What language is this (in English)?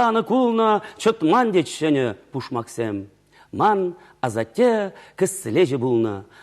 Chuvash